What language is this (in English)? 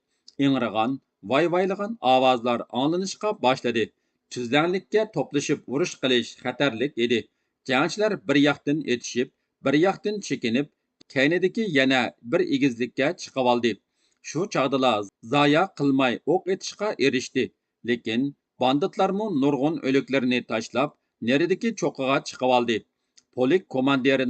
Uyghur